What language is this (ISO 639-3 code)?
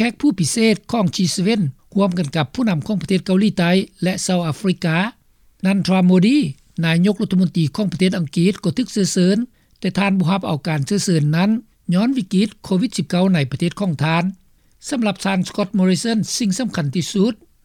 lao